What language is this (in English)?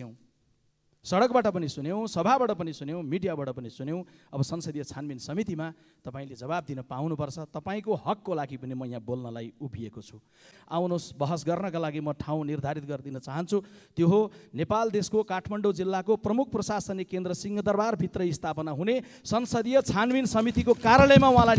Nepali